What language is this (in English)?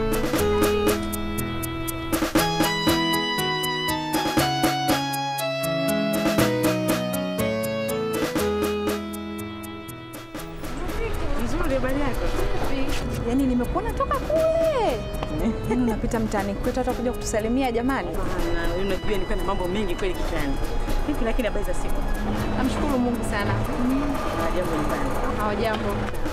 Swahili